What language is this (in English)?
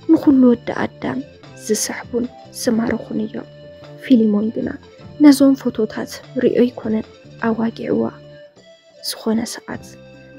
Tigrinya